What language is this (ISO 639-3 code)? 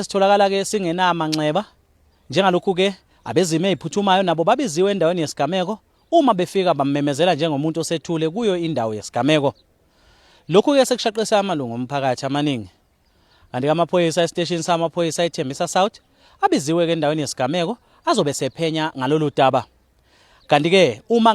zul